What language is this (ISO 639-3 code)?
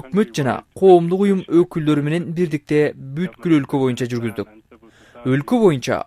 kir